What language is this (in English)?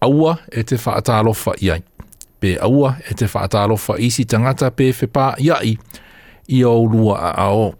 Samoan